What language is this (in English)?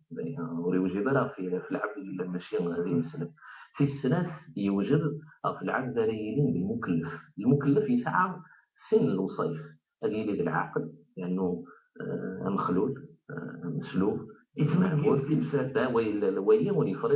Kabyle